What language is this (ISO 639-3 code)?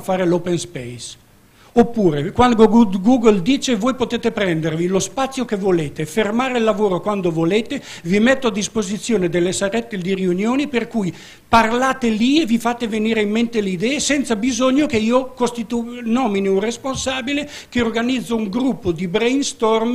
ita